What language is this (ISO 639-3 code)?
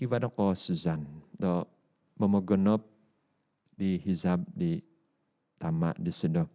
dtp